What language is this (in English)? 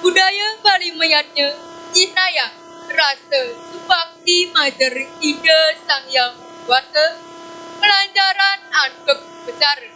Balinese